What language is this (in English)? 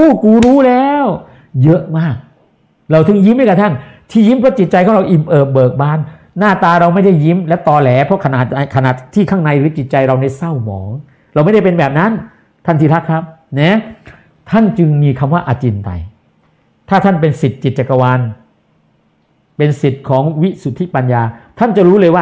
Thai